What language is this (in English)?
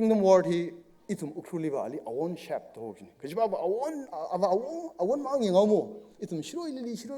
Tangkhul Naga (India)